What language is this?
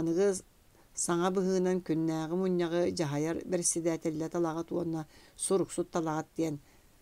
Yakut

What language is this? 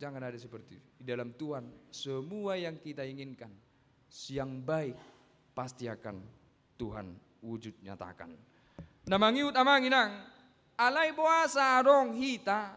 Batak Toba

